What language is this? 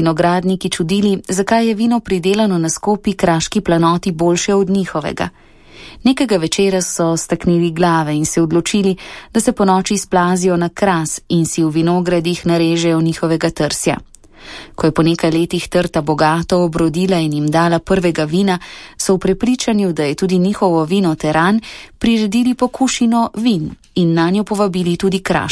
Slovenian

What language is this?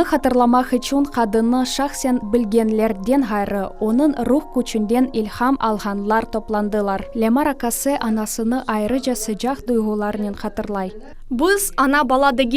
Crimean Tatar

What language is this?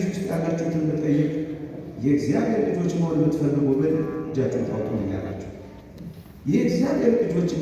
Amharic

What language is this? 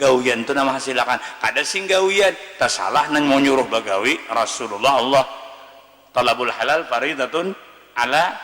Banjar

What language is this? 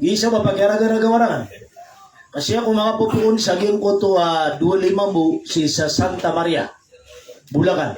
Maranao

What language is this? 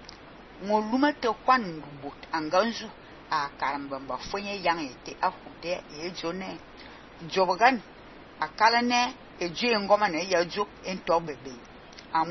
Fang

